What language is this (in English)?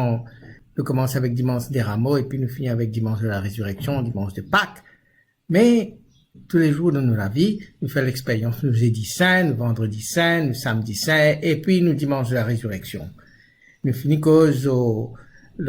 Morisyen